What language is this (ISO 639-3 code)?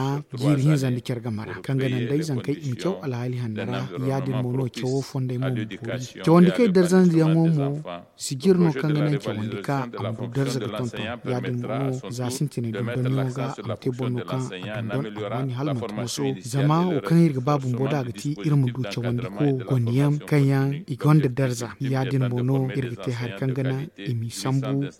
dje